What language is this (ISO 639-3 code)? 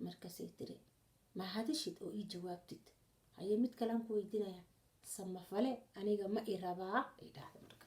som